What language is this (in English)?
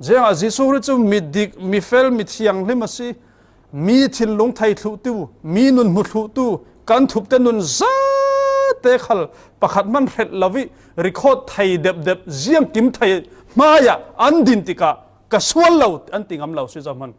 Falam Chin